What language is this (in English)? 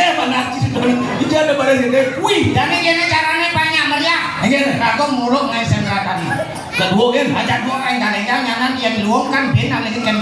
Balinese